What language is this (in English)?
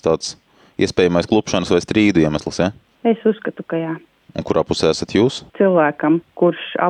Latvian